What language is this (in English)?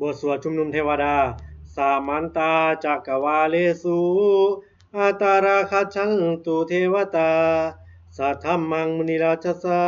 Pali